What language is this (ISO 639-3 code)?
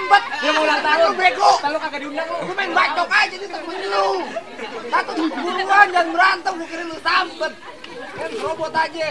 bew